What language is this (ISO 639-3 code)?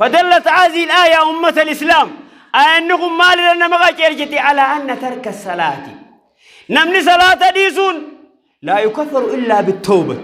orm